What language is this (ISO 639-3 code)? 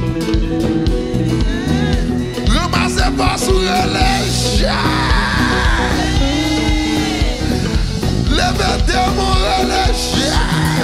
fra